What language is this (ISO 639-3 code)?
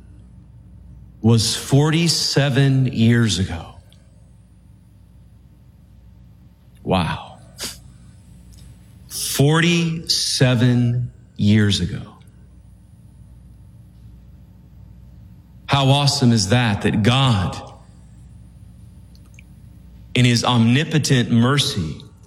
eng